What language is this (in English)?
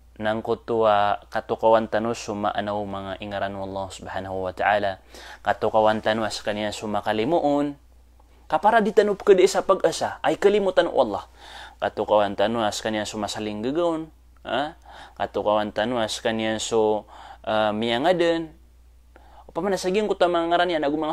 Maranao